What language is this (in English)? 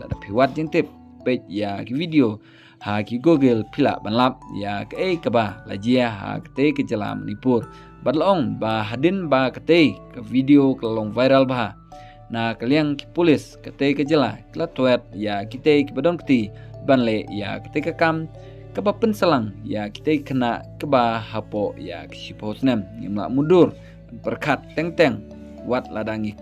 Khasi